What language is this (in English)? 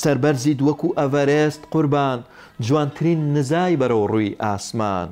Central Kurdish